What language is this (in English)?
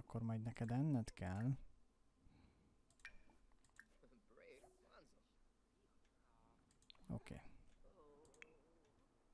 Hungarian